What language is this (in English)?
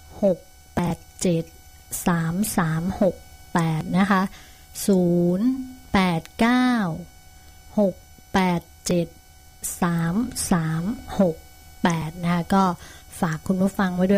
Thai